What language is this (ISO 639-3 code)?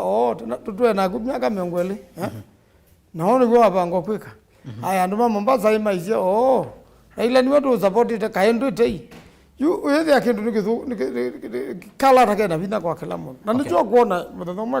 kam